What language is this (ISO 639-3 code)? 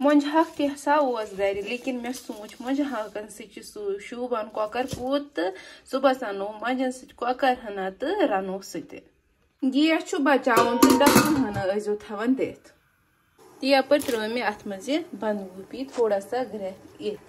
kas